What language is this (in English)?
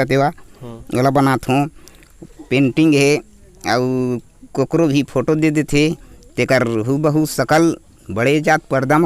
Chhattisgarhi